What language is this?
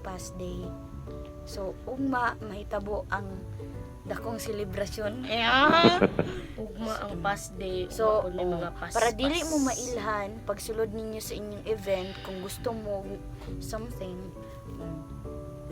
Cebuano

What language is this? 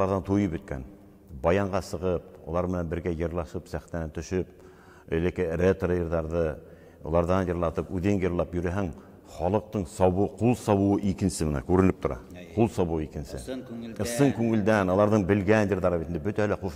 Bashkir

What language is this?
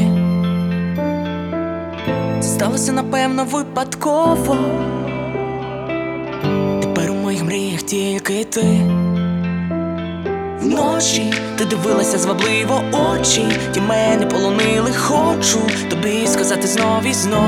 Ukrainian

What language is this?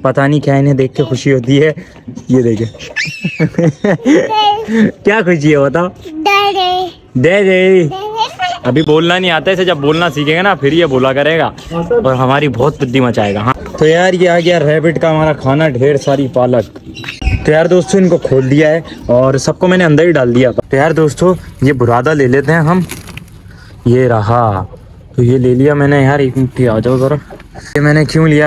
Hindi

